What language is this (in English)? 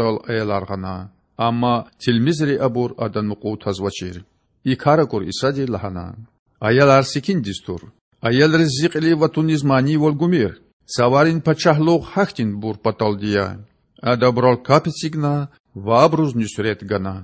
Lezghian